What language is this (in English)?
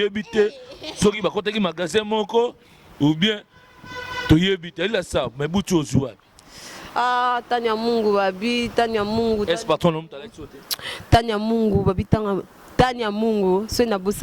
Lingala